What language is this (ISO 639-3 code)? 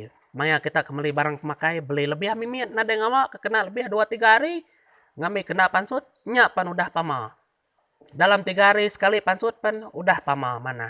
iba